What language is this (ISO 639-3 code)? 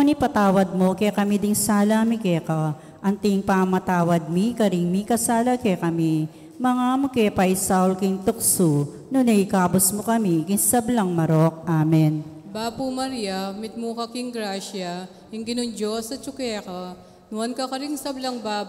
pam